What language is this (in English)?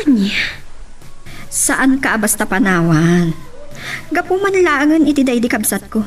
Iloko